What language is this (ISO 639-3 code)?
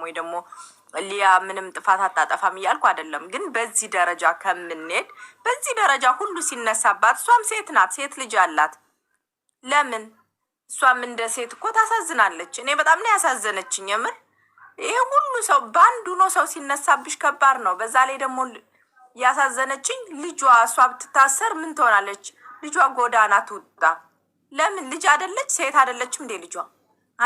amh